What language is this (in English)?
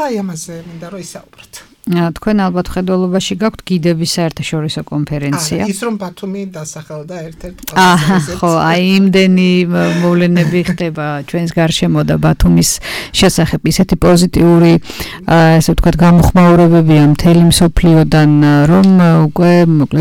Georgian